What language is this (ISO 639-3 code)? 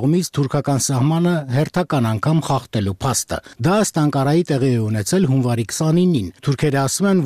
hye